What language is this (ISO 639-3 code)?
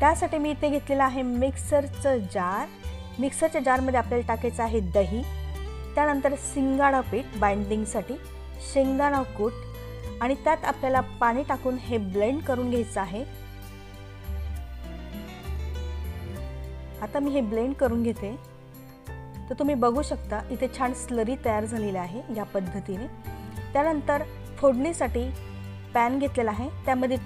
mar